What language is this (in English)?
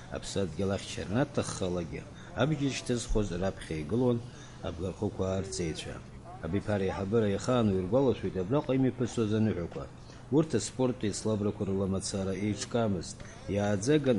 Abkhazian